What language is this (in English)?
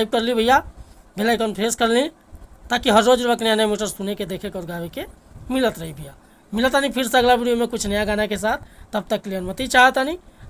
Bhojpuri